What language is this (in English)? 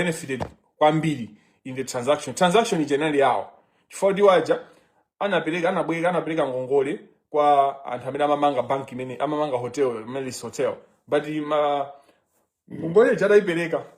Nyanja